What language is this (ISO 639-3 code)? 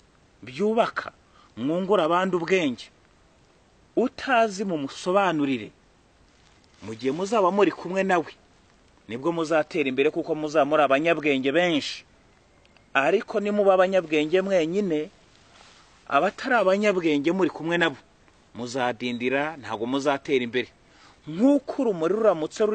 kin